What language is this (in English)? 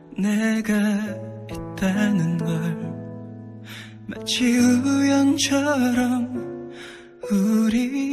Korean